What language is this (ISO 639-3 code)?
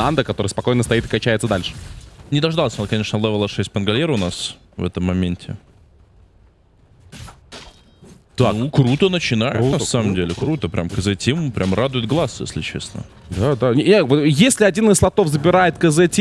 rus